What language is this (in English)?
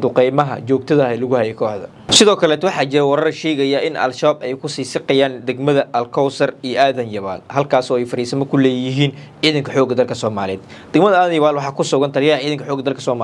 Somali